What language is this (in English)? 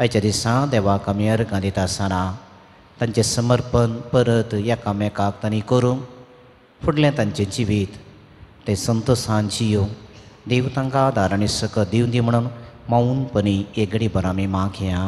Konkani